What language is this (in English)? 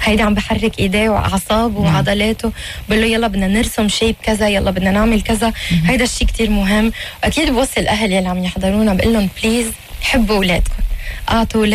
North Levantine Arabic